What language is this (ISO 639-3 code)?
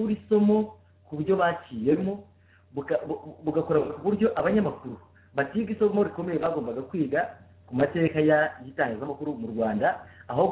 kin